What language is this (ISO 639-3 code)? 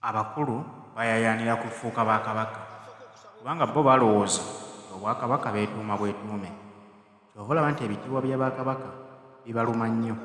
lug